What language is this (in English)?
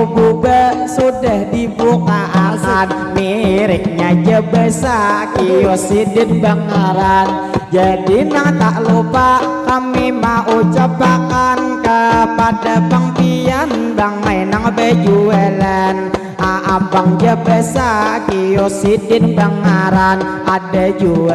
Banjar